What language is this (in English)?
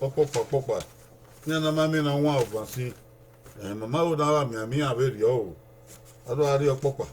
Bini